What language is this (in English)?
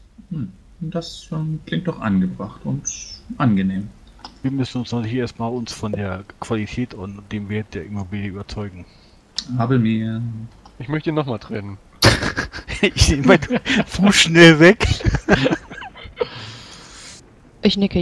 German